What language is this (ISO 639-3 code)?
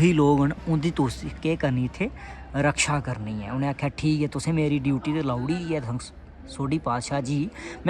doi